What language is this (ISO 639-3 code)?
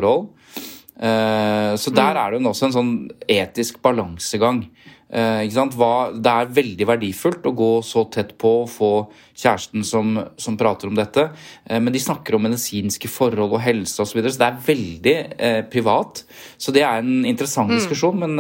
nor